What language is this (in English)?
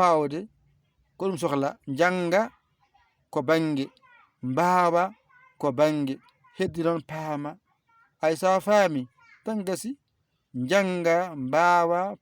Fula